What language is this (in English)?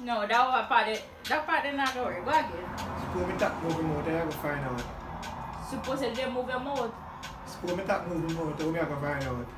Jamaican Creole English